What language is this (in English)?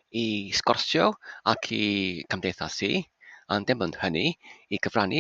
Welsh